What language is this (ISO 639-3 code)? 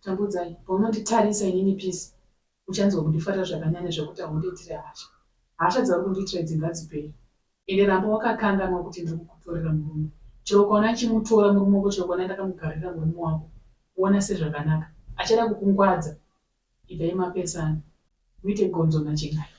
sna